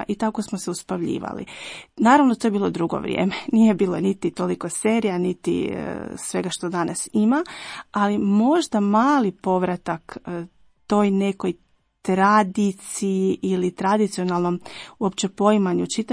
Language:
Croatian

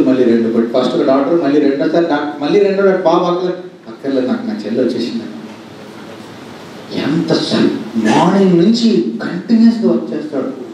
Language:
Telugu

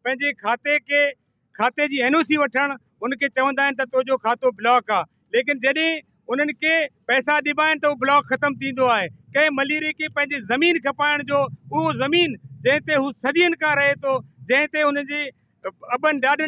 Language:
Sindhi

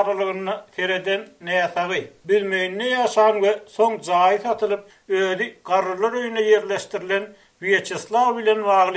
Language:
Turkmen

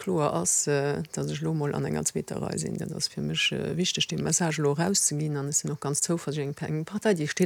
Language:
Luxembourgish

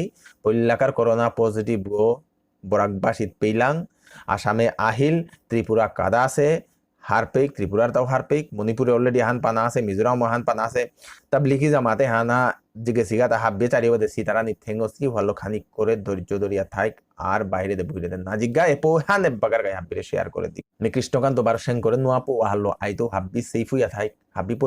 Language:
Bishnupriya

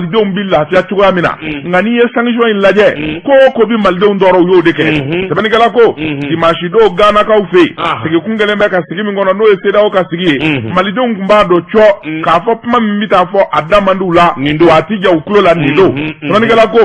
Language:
Bambara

